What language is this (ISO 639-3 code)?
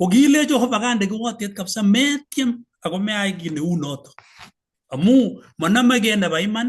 kln